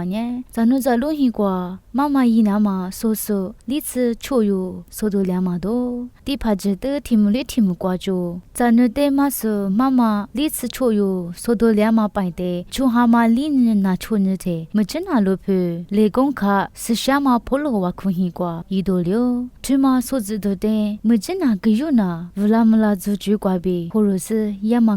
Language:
Lisu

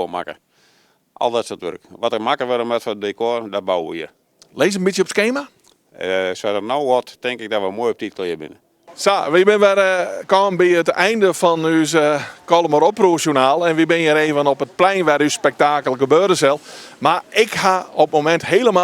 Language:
Western Frisian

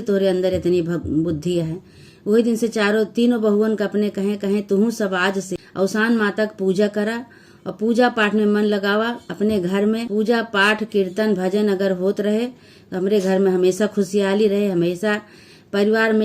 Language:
Awadhi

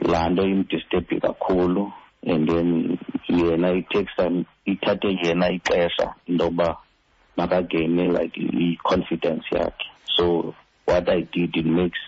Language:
Xhosa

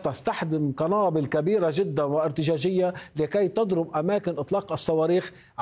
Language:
Arabic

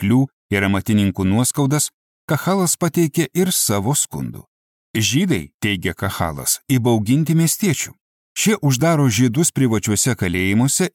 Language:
Lithuanian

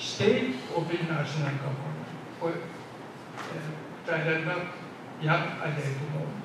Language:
Pohnpeian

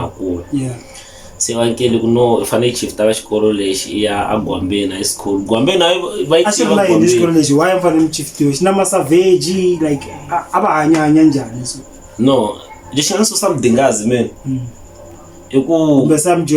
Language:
Tsonga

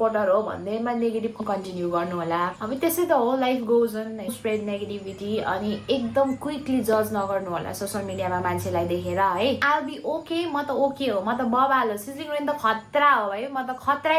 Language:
Nepali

